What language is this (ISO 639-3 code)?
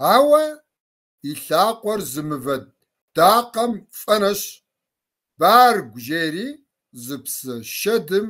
kbd